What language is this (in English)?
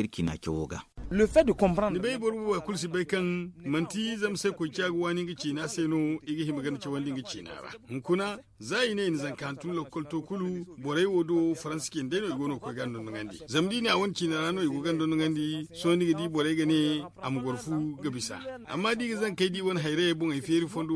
Zarma